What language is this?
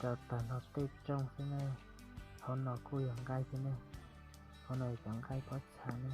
Hmong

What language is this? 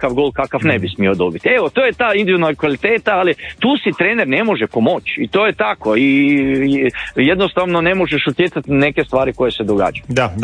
Croatian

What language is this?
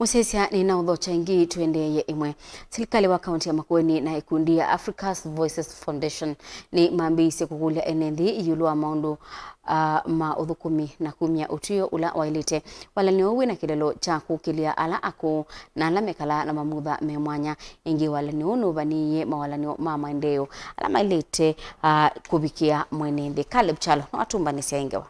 Kamba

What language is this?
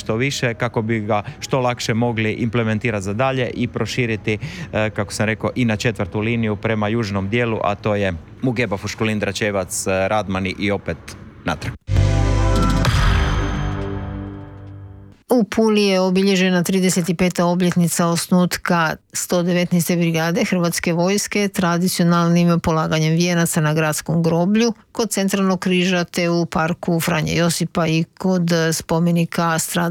Croatian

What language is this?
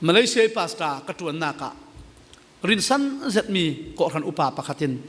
Falam Chin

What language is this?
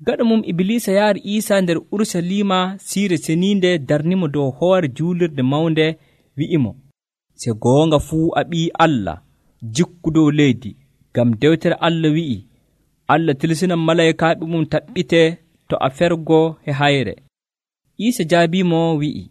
Nigerian Fulfulde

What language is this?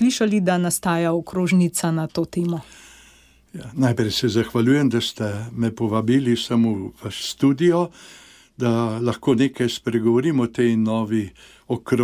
Slovenian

